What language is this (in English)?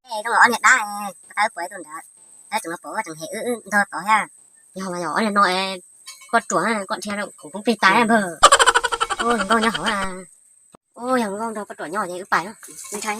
Hmong